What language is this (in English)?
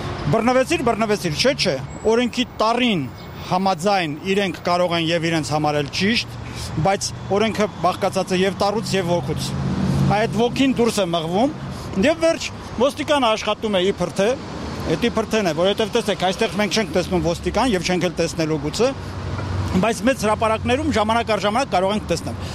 Armenian